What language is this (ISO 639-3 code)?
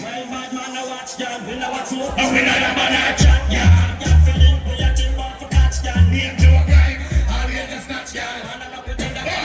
jam